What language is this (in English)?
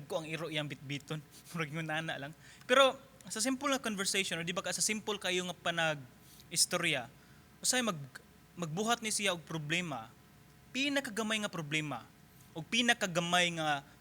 Cebuano